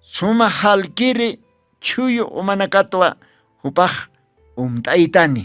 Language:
Aymara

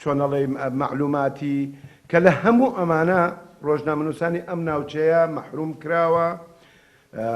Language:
Central Kurdish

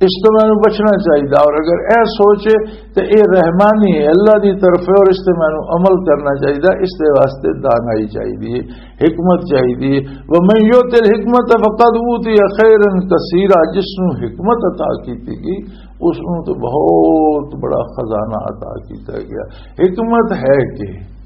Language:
Western Panjabi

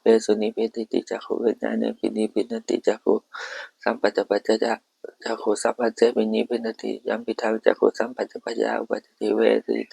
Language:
Pali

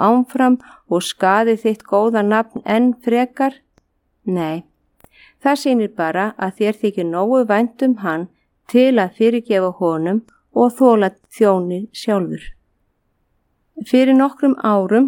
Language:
Icelandic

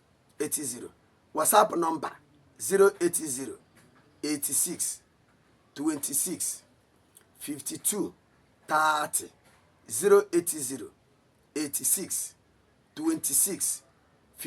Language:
Igbo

